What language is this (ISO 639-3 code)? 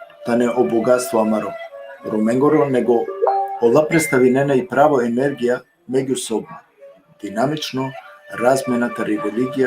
rmn